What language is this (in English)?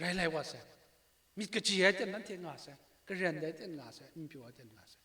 Kachin